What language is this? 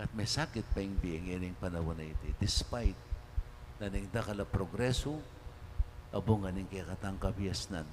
Pampanga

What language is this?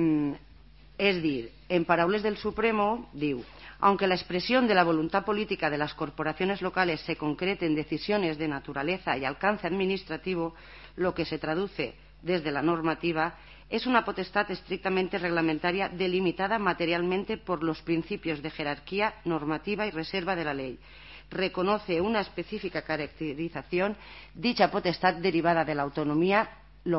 Catalan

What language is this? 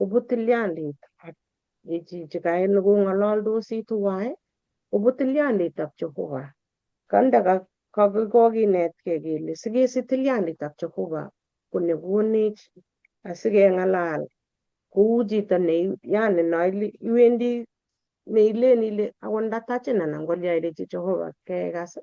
Kalenjin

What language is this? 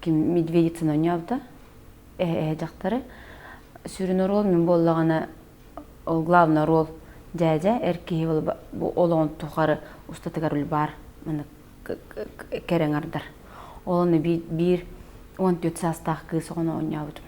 Yakut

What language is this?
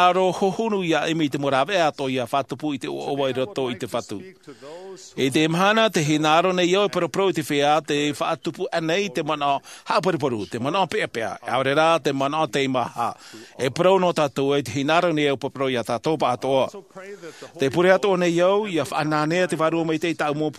Tahitian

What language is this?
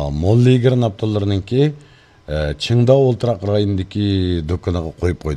Uyghur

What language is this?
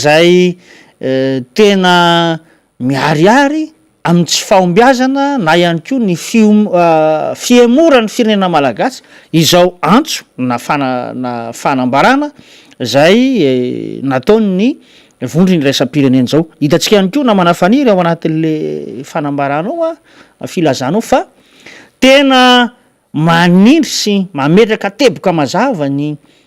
Malagasy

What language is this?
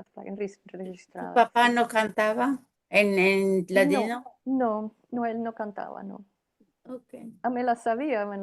Ladino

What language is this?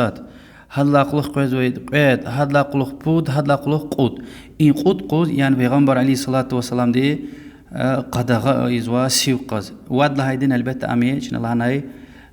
Lezghian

